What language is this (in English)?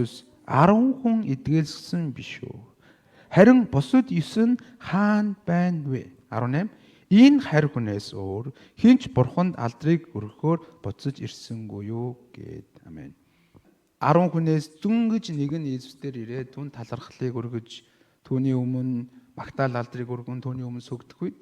Mongolian